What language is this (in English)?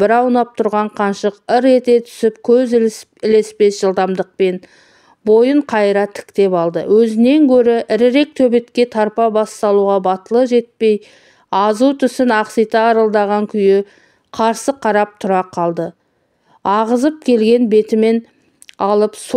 Kazakh